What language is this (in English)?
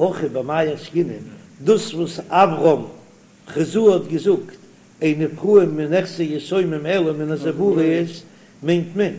Yiddish